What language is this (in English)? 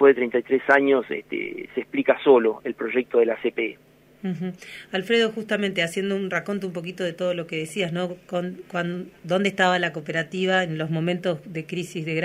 Spanish